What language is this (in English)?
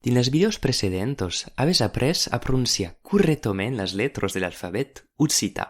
Occitan